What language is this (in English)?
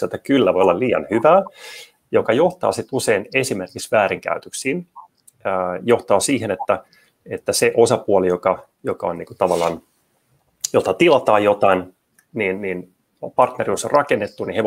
Finnish